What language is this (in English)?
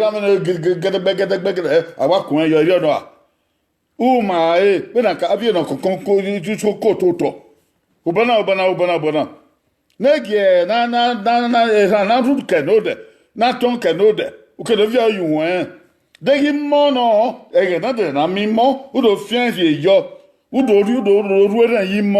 Bini